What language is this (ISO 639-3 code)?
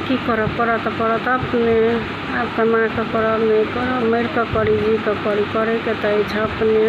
mai